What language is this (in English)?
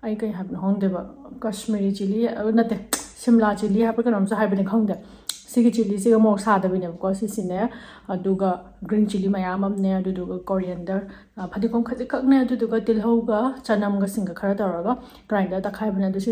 Manipuri